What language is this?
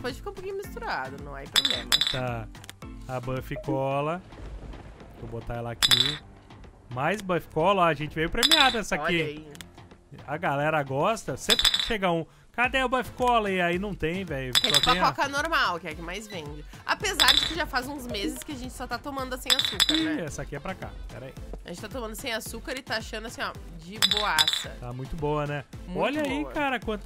Portuguese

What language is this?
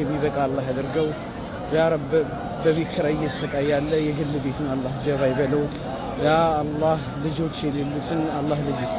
Amharic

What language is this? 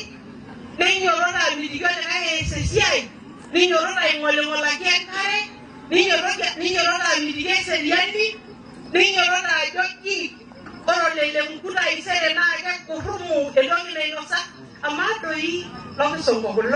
Masai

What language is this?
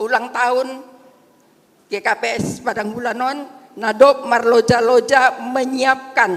Batak Simalungun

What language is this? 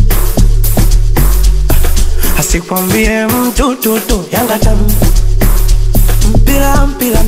Swahili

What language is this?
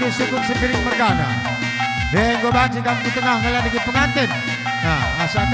Batak Karo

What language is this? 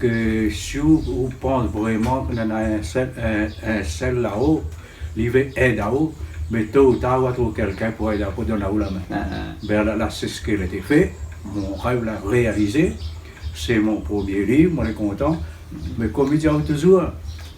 Réunion Creole French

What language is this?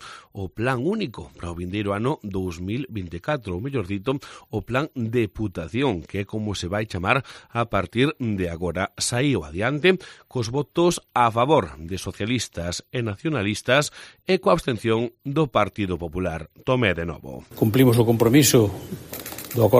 Galician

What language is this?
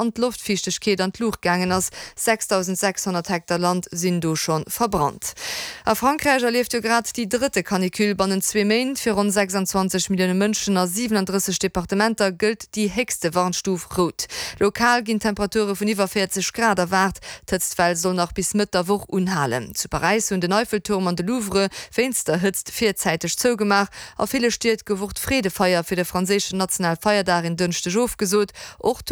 Luxembourgish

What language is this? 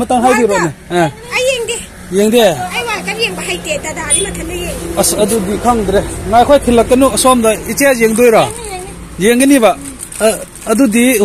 Manipuri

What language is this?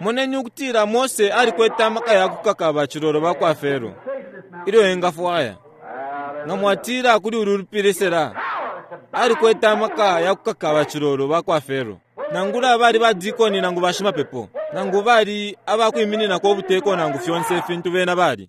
Bemba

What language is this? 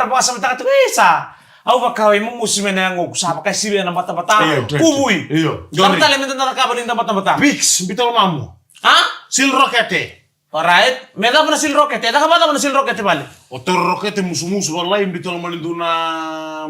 Fijian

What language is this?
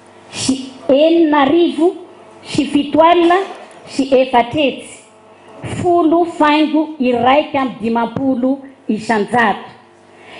Malagasy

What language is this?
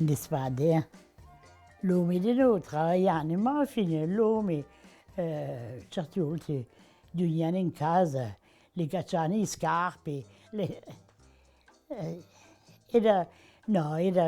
Corsican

